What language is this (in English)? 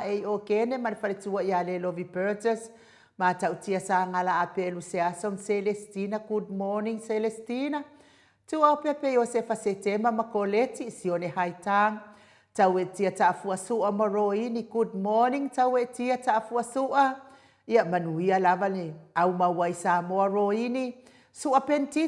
Samoan